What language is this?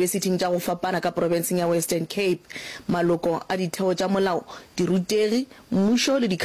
Northern Sotho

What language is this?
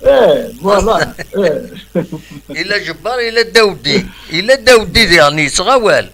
Kabyle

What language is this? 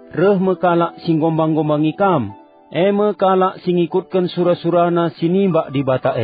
Batak Karo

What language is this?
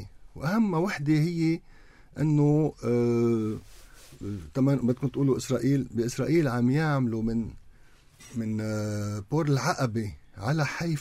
North Levantine Arabic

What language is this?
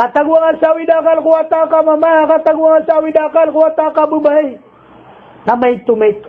Maranao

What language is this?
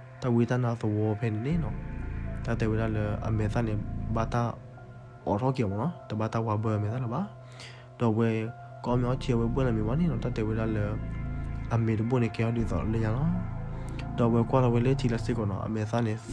S'gaw Karen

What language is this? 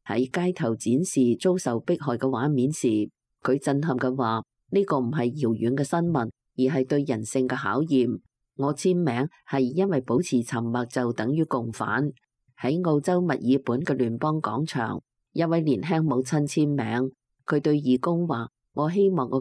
Cantonese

